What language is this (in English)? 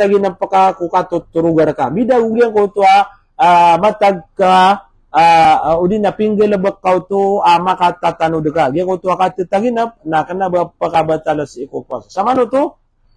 Maranao